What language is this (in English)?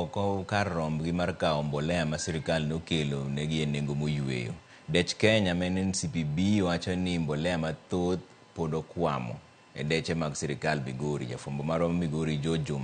Luo (Kenya and Tanzania)